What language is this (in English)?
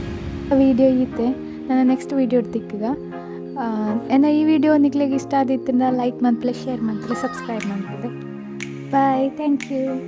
Tulu